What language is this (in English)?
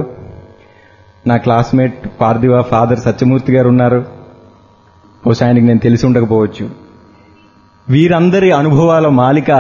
Telugu